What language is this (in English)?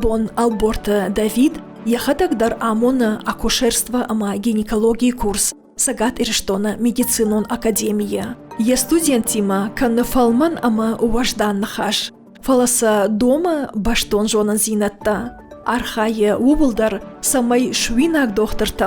Ossetic